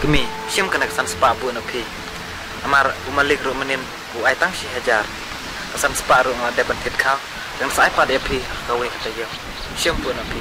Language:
Khasi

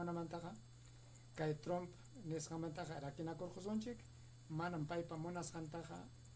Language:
Ayacucho Quechua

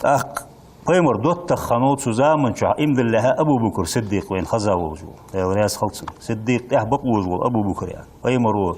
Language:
Ingush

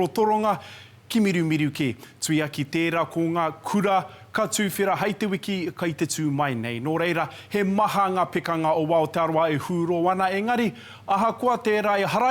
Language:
Māori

